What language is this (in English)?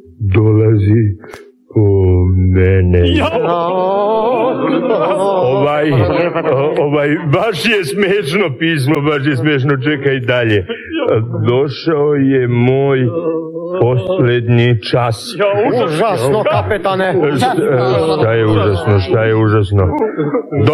Serbian